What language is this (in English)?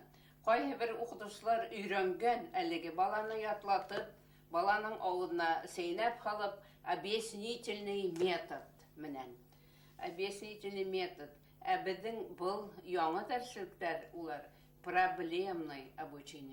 Bashkir